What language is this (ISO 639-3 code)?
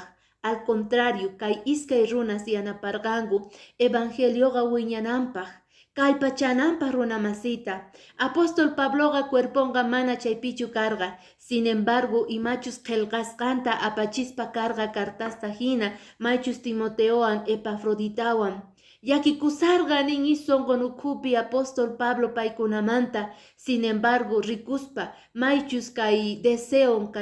que